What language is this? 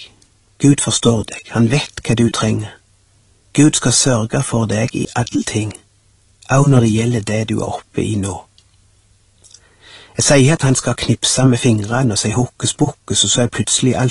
Norwegian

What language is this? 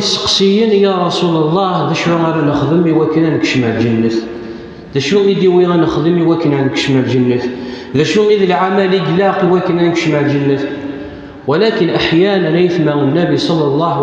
Kabyle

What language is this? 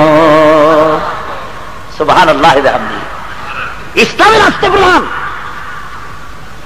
Bangla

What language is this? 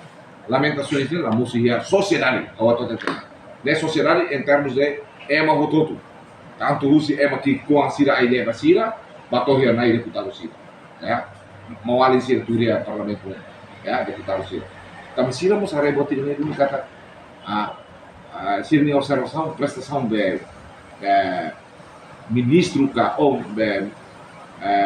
Tetum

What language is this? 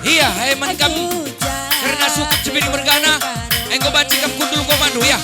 Batak Karo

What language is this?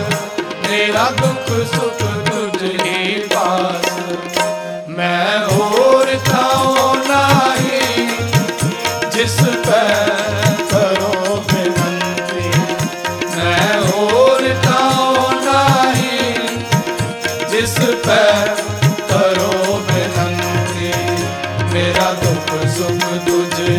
Punjabi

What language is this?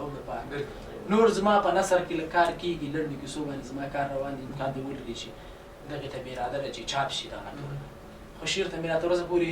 Pashto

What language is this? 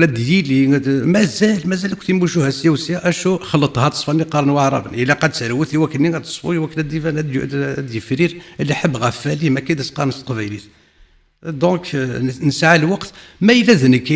Kabyle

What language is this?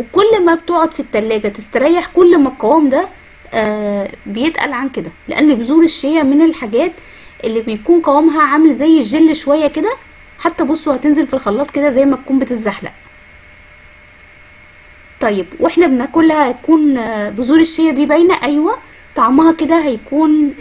Egyptian Arabic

